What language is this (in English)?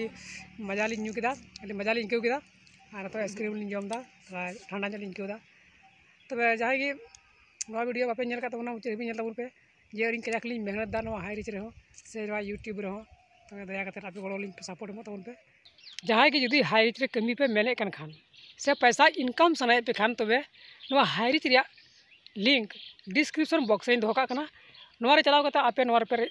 Santali